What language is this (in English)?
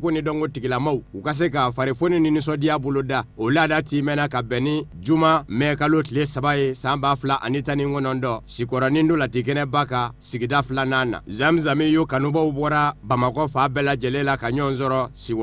Bambara